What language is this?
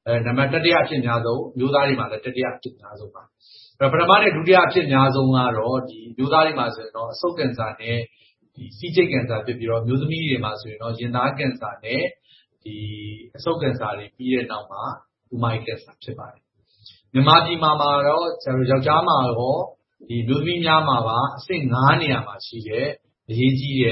Burmese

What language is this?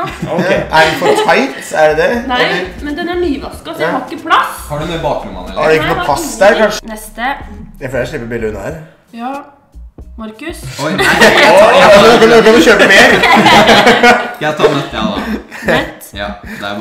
Norwegian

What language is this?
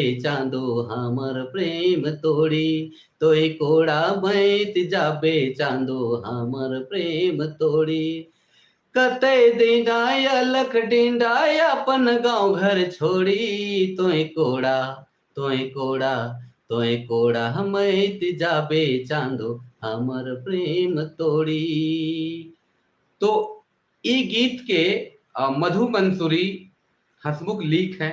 Sadri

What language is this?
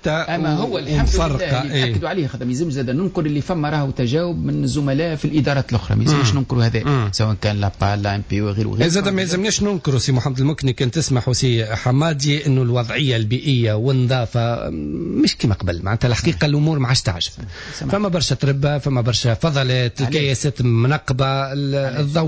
Tunisian Arabic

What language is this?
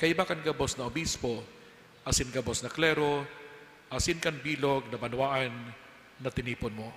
Bikol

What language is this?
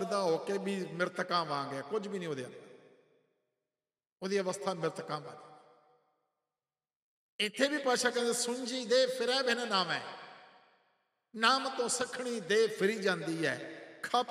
Punjabi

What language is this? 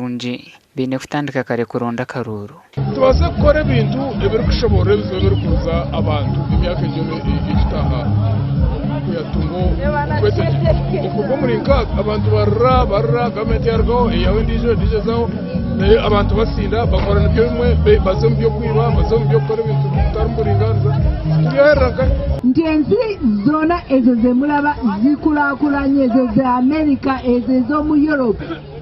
Nyankole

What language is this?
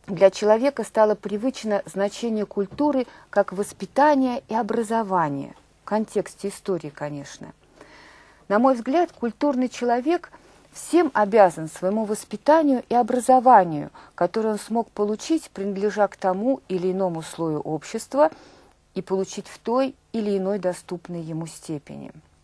Russian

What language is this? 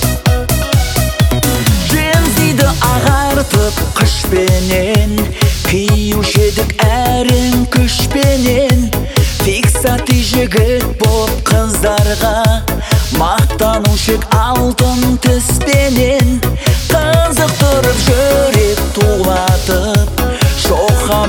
Kazakh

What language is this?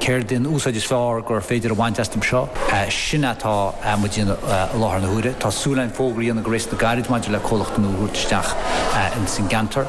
Irish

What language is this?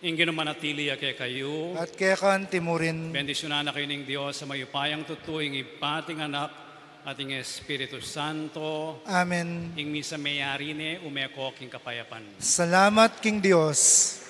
Pampanga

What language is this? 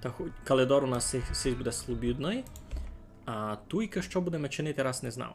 Rusyn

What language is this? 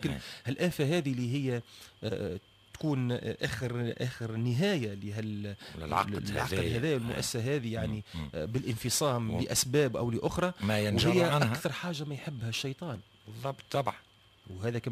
Tunisian Arabic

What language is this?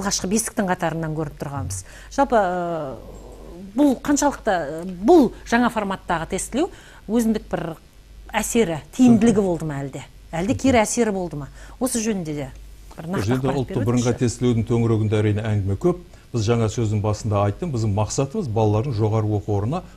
Kazakh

